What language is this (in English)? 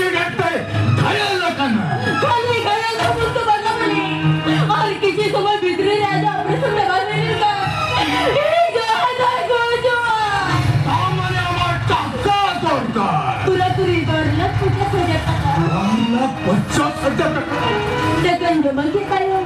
Santali